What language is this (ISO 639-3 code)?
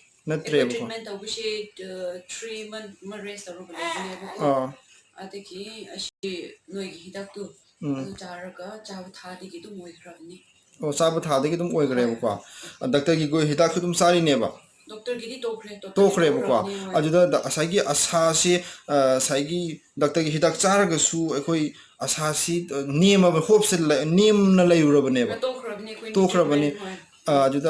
mni